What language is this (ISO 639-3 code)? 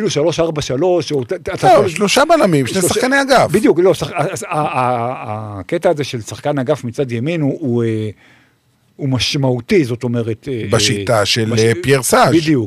heb